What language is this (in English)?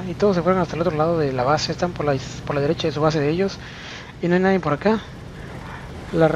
Spanish